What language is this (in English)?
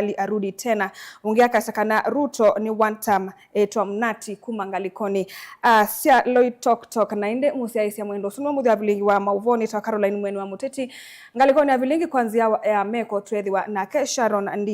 Kamba